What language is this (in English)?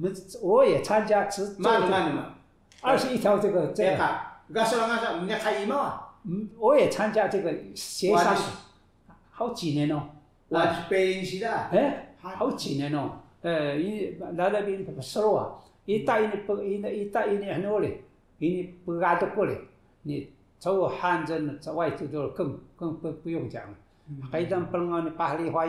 Taroko